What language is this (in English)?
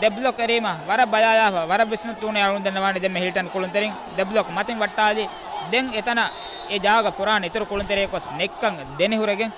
Divehi